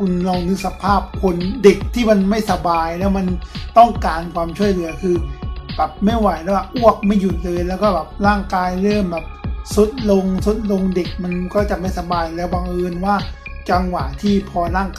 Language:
Thai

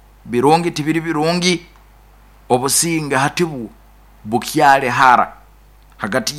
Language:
Nyoro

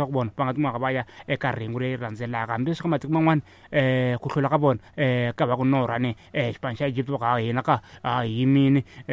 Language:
Tsonga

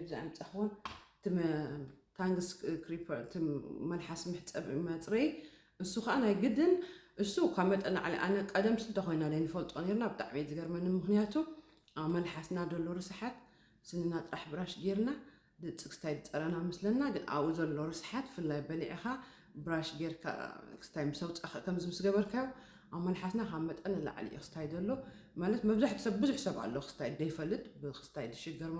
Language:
Tigrinya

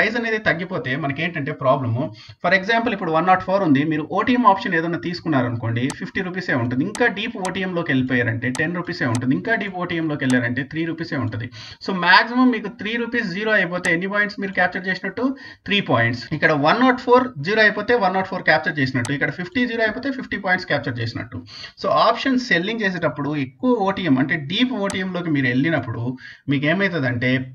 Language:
Telugu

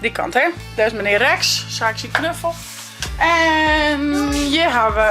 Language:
Western Frisian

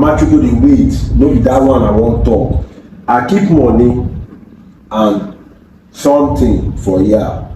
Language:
Nigerian Pidgin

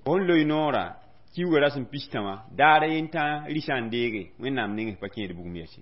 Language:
Mossi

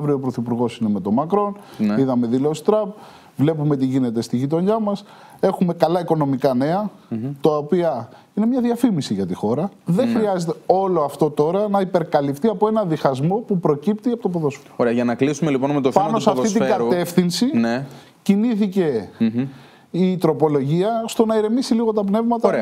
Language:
Greek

